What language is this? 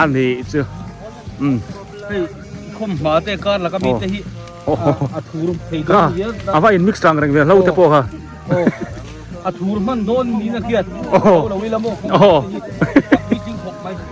Biete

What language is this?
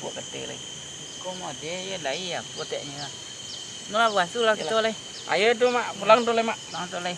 Minangkabau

